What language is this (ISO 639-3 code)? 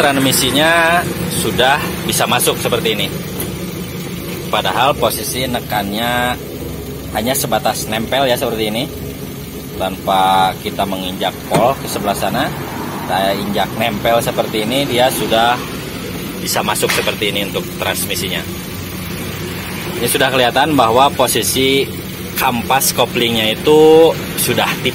ind